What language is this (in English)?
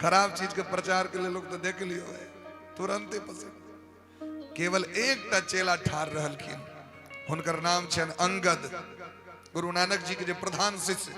Maithili